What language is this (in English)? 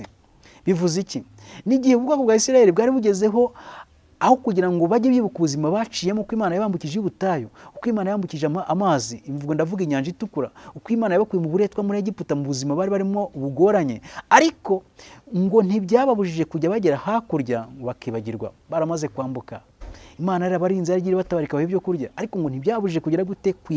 Kinyarwanda